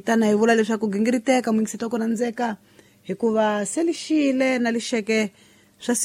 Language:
Tsonga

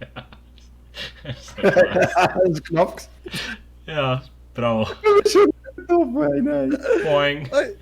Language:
Swiss German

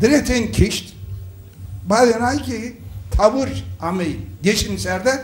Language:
Zaza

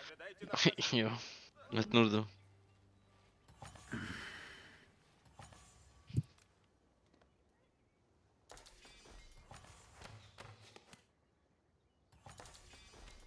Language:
German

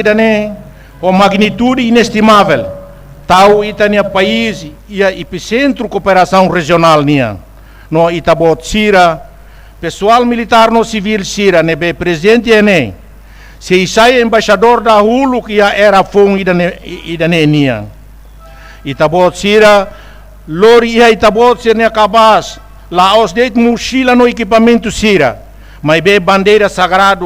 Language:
Tetum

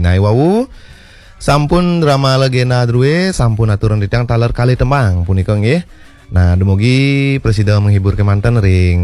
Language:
Balinese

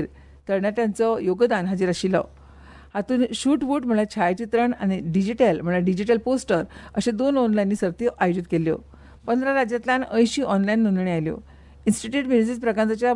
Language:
Konkani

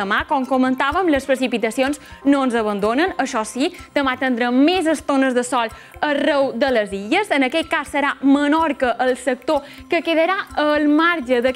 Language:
Catalan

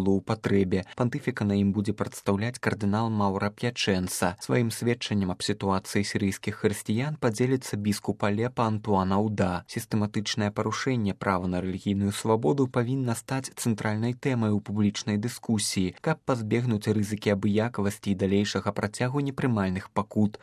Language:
Belarusian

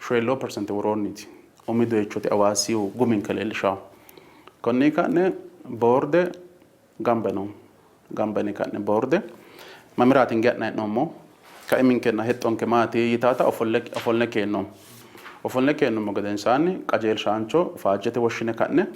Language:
Sidamo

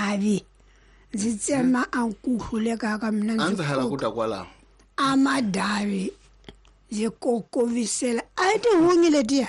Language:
Tsonga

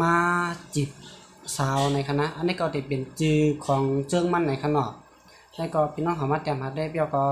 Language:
Shan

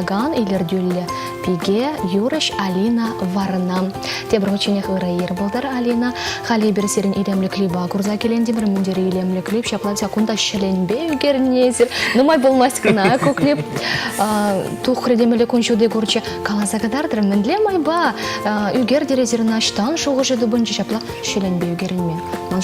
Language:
Chuvash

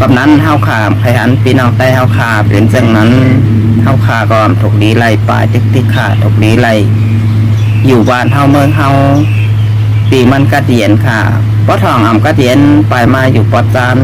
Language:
Shan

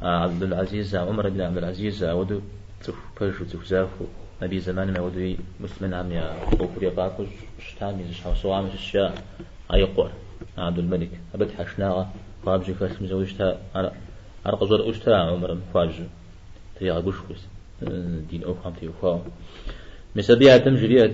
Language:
Kabardian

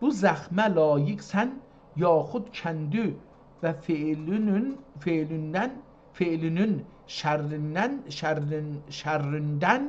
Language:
South Azerbaijani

